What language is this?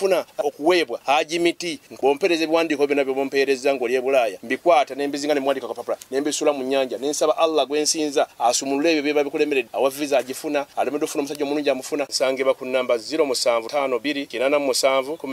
Ganda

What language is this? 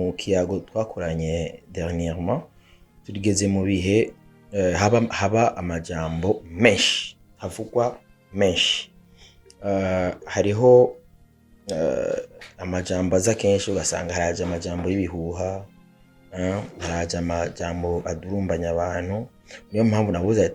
Rundi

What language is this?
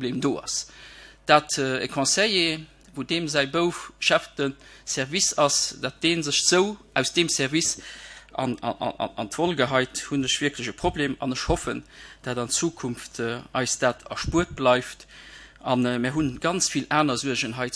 Luxembourgish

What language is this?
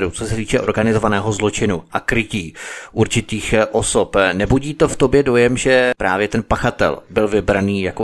Czech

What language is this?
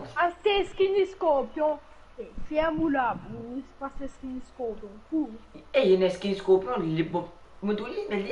Morisyen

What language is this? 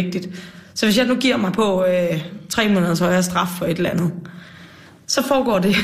Danish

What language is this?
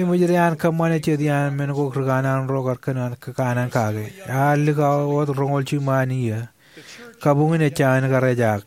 Marshallese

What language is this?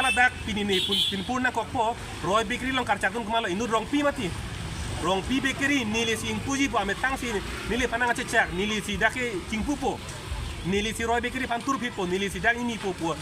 Karbi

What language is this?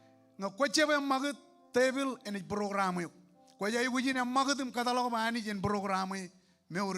Marshallese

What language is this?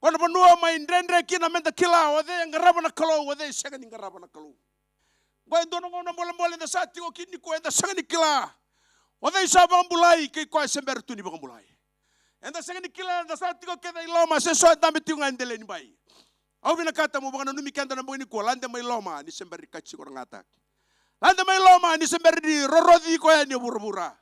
Fijian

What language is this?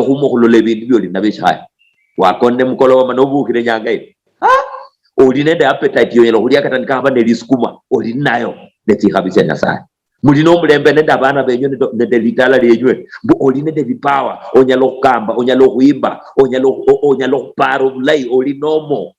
Luyia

